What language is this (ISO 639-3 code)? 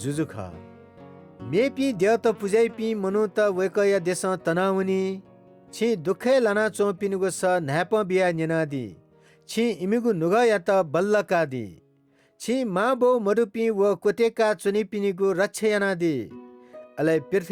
new